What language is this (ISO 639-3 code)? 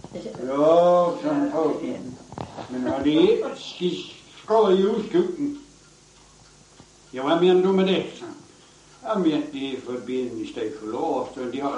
dan